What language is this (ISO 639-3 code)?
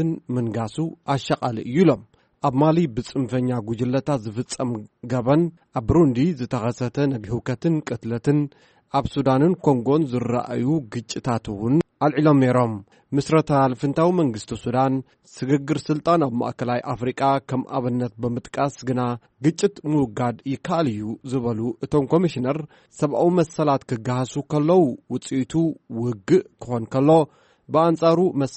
tir